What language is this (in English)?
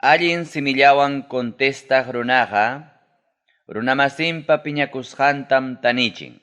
Ayacucho Quechua